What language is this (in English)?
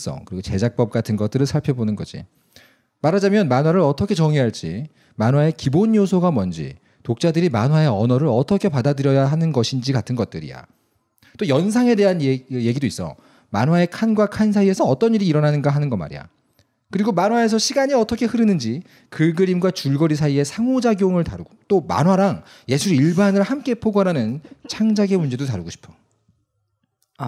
Korean